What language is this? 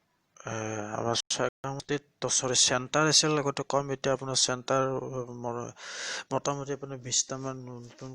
Assamese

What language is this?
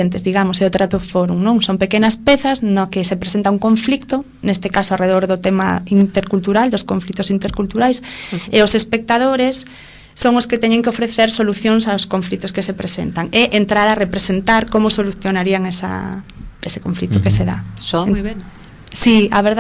Galician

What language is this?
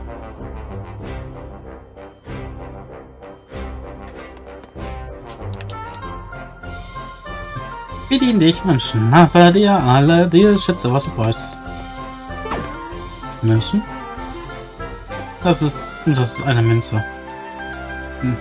German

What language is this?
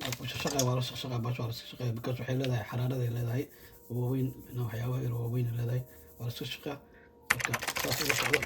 Somali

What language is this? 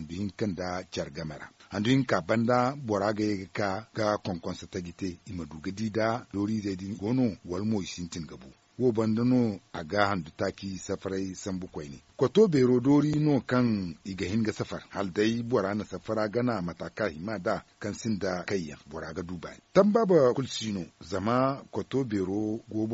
Zarma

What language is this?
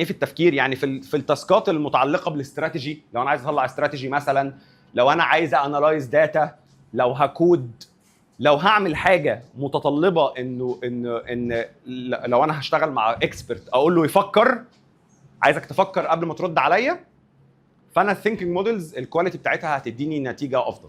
Egyptian Arabic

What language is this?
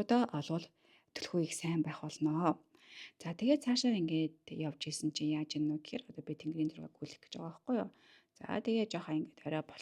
Mongolian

